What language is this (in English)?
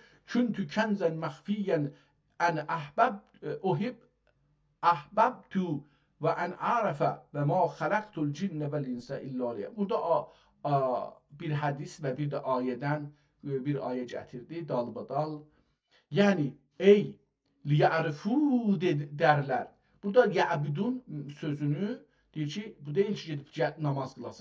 South Azerbaijani